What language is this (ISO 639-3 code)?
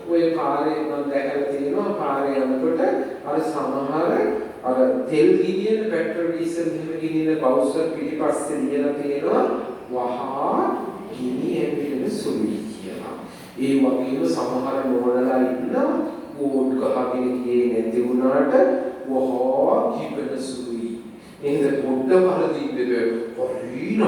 sin